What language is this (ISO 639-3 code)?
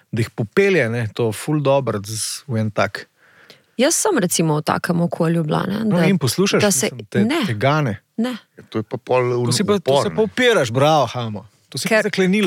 slv